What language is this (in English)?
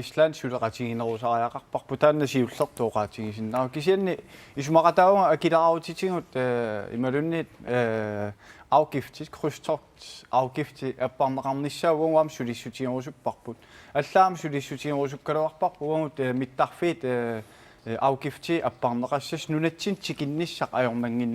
Kalaallisut